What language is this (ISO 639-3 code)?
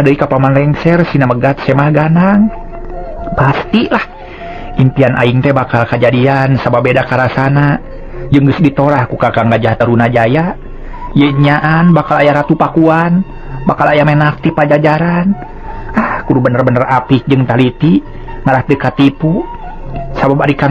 sun